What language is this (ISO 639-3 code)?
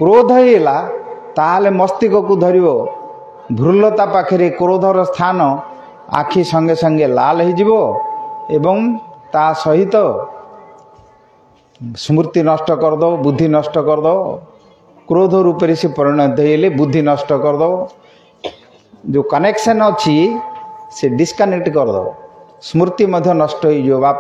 ori